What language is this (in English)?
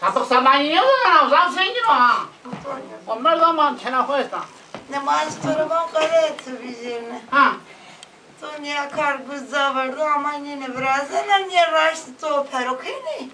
Zaza